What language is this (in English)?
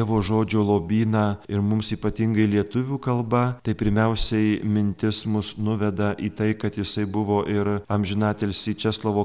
Lithuanian